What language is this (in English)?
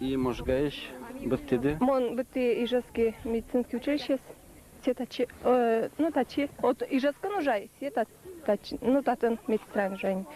Udmurt